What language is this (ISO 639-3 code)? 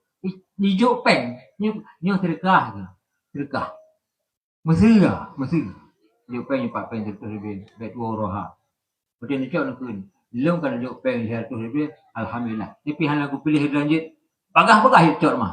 ace